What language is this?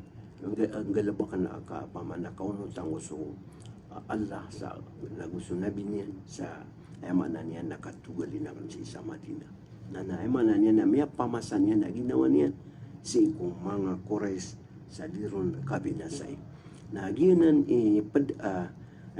Maranao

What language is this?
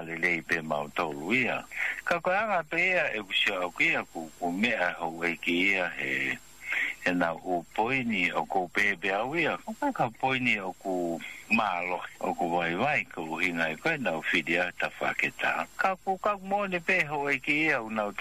Tongan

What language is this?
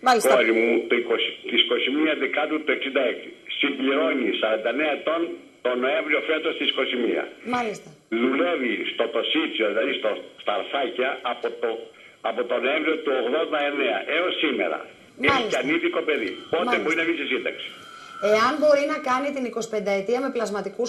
Greek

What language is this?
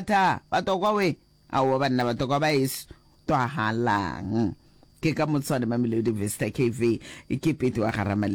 Northern Sotho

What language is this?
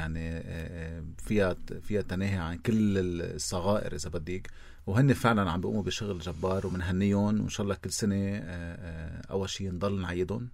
North Levantine Arabic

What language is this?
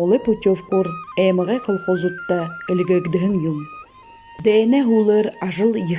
Buriat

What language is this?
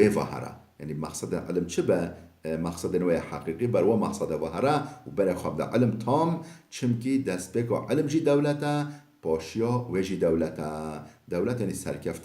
Kurdish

